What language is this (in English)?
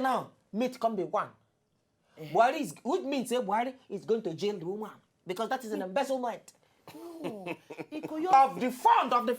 Nigerian Pidgin